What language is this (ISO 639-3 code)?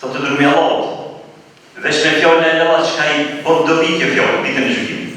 sqi